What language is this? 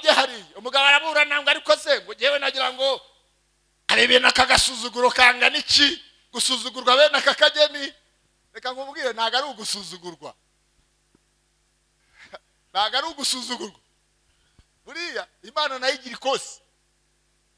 Kinyarwanda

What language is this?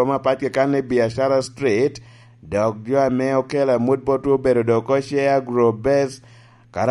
Lango (Uganda)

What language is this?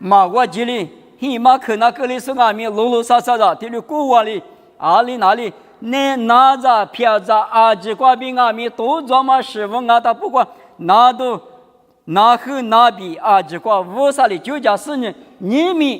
Lisu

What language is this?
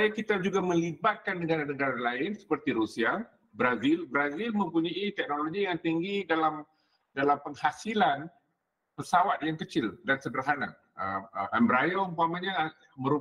Malay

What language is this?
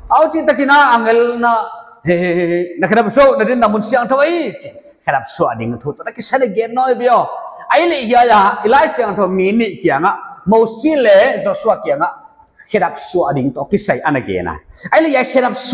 Paite Chin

